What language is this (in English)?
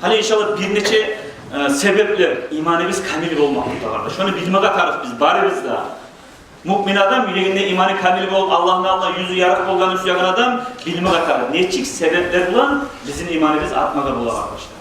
Kumyk